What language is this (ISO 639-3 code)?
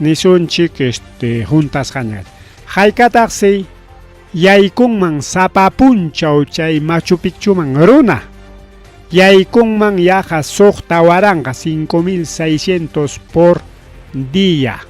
quy